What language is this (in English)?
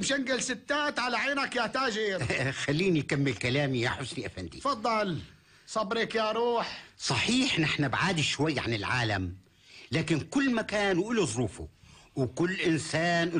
North Levantine Arabic